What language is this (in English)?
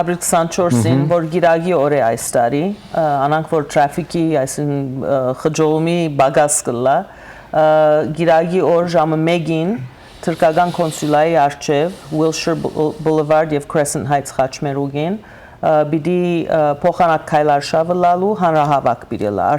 Western Armenian